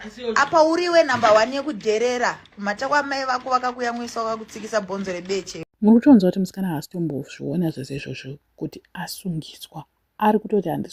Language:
Shona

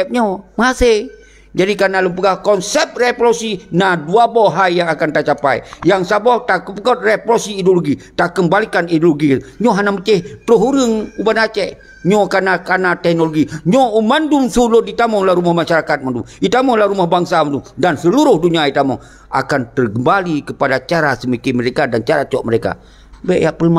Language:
Achinese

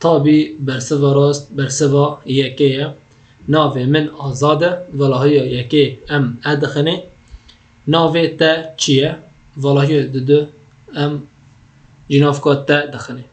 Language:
Kurdish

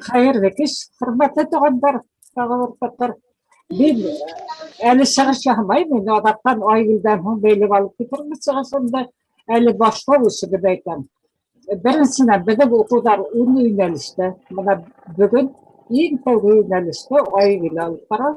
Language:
Bashkir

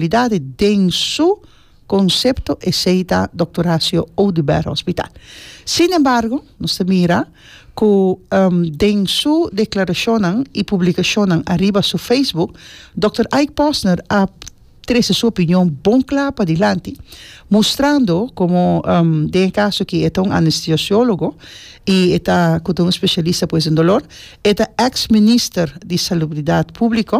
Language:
Papiamento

